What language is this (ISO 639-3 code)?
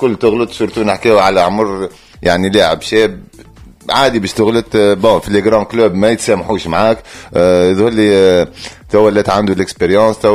aeb